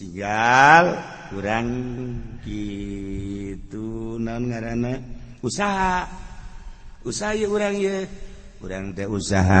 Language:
Sundanese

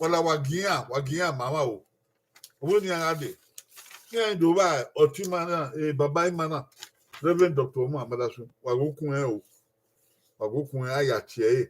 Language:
Bini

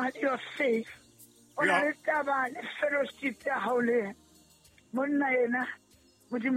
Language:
Southern Sotho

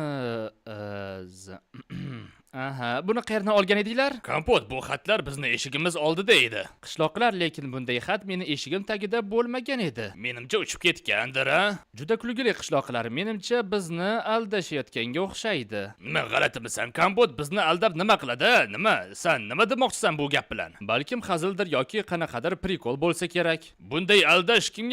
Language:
Uzbek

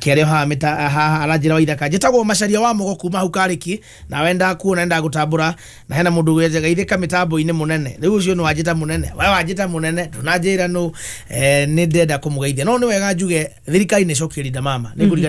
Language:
Kikuyu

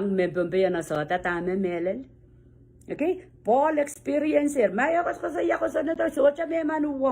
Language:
Pohnpeian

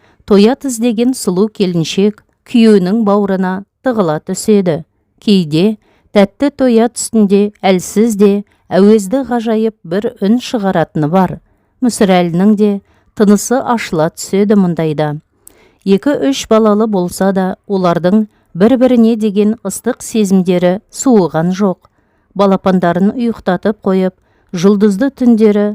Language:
Kazakh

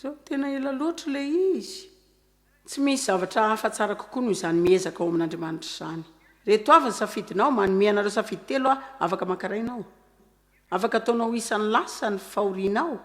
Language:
Malagasy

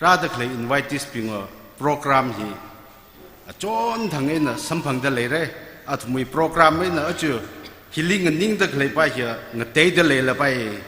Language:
Tangkhul Naga (India)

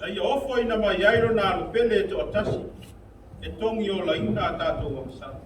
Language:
Samoan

